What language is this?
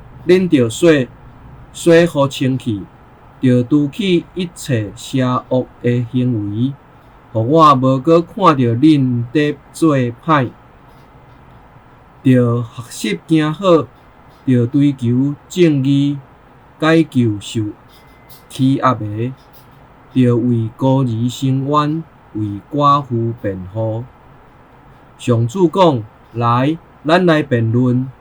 Min Nan Chinese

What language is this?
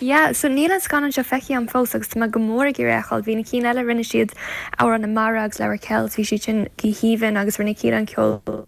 Irish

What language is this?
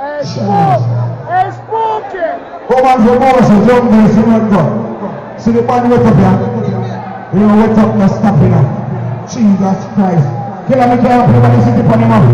Jamaican Creole English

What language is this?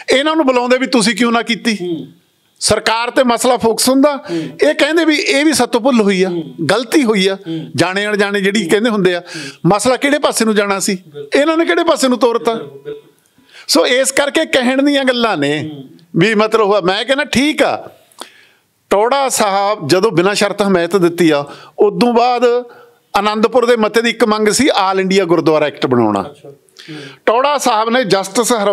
Punjabi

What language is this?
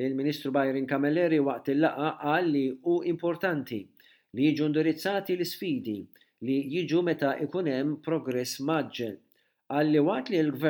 Maltese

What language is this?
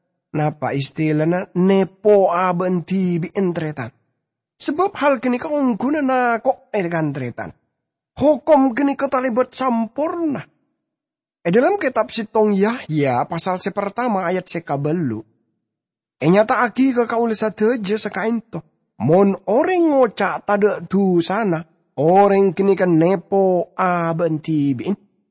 Madurese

